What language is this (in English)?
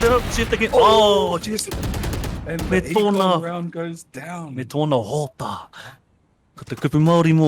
Māori